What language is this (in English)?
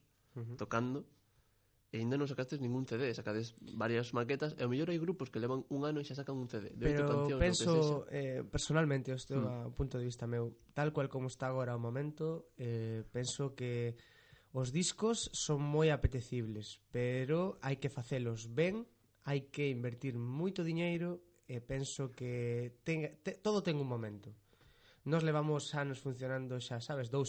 Galician